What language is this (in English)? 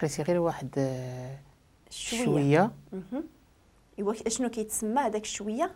Moroccan Arabic